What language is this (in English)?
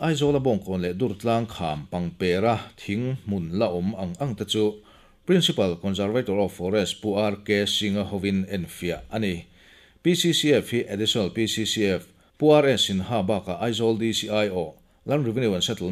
Mizo